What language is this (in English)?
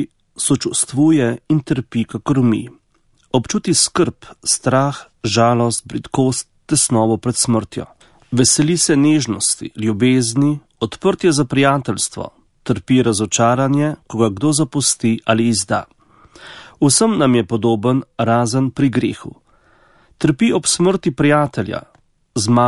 Slovenian